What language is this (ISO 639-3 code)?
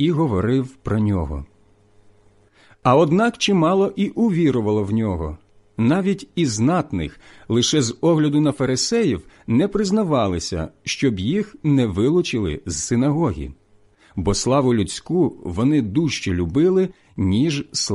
ukr